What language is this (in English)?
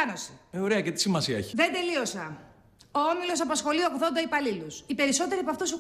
Greek